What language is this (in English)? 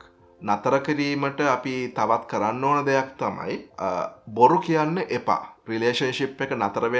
Sinhala